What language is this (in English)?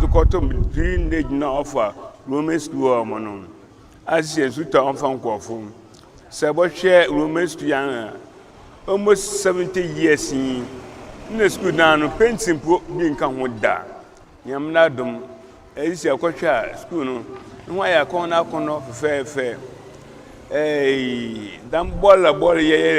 Akan